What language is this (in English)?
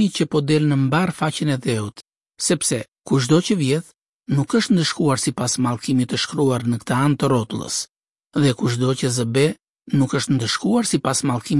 Albanian